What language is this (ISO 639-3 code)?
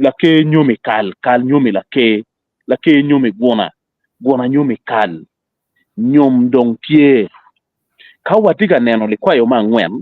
ach